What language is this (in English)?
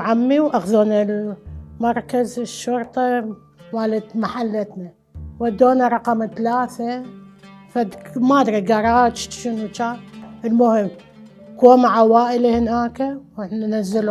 Mesopotamian Arabic